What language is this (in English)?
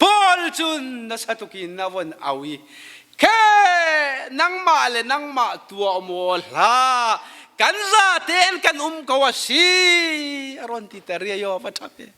Falam Chin